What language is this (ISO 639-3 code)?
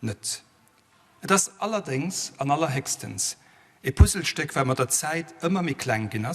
ltz